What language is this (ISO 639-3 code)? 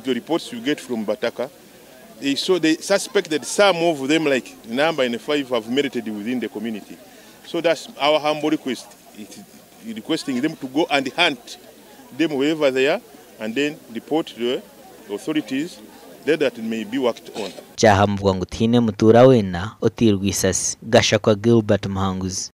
nyn